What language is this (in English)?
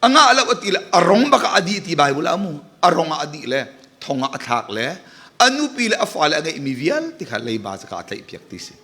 Hakha Chin